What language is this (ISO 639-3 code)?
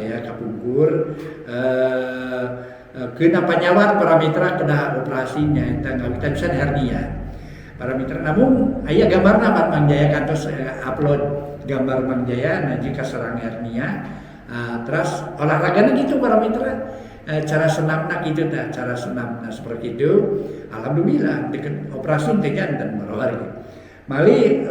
sun